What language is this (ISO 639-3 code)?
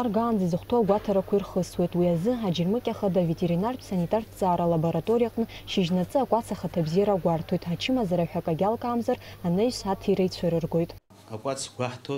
abk